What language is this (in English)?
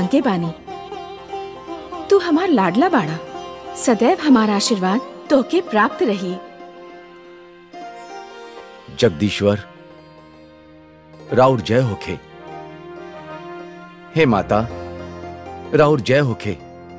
Bhojpuri